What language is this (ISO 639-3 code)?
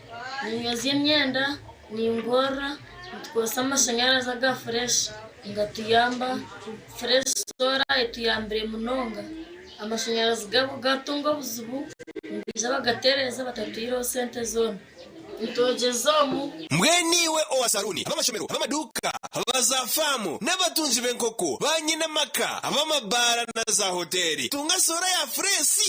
nyn